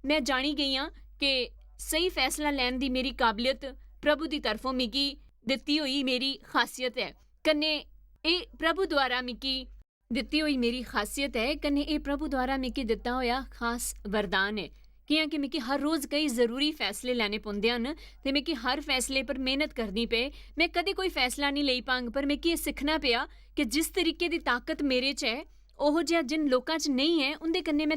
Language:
Dogri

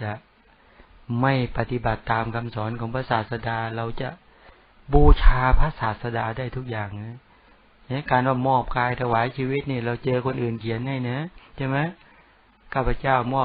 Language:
Thai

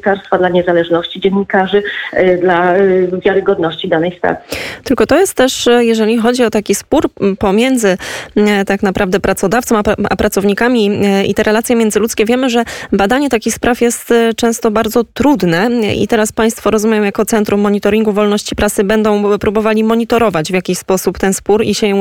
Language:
Polish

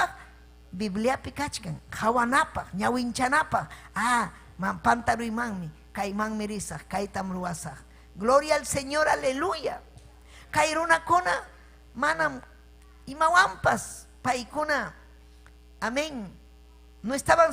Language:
Ayacucho Quechua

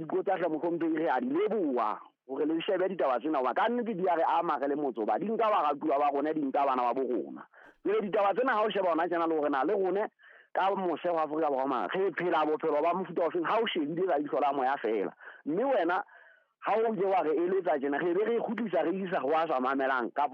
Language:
Southern Sotho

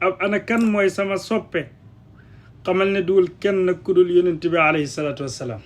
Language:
Wolof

